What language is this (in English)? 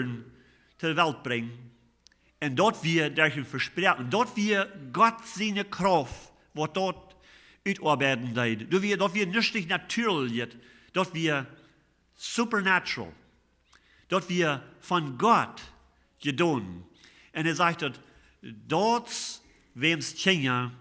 Plautdietsch